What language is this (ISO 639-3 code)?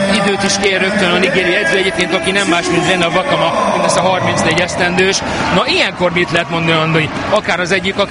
hun